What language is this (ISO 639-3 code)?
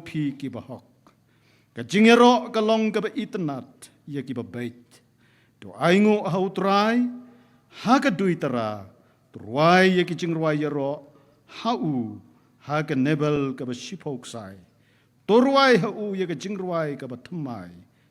kha